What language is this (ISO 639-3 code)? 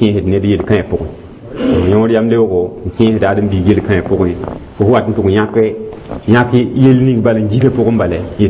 mos